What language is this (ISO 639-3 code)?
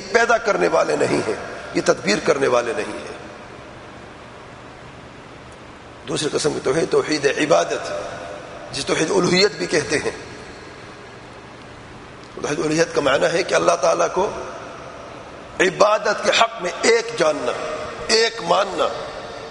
urd